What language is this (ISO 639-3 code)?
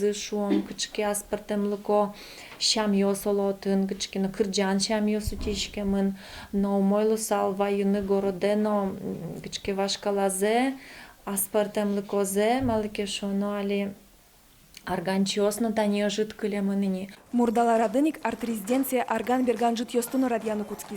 udm